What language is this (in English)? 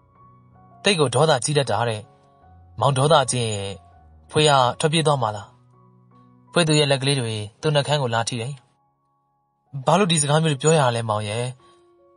Burmese